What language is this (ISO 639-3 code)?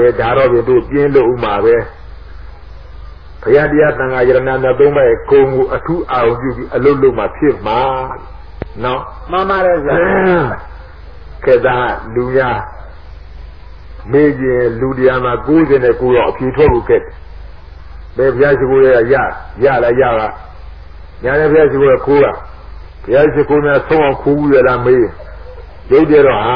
mya